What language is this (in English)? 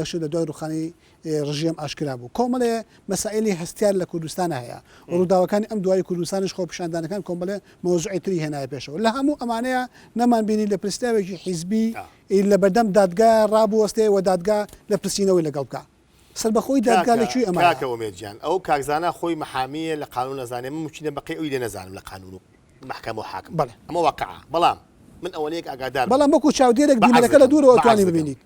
Central Kurdish